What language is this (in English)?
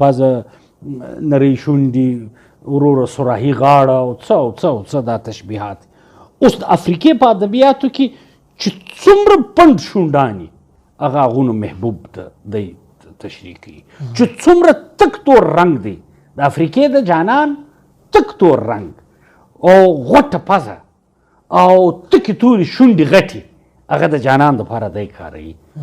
Pashto